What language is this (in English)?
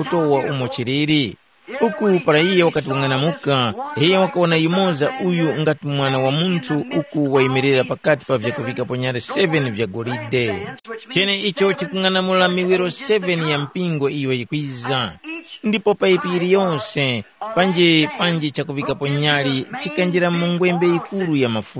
Tumbuka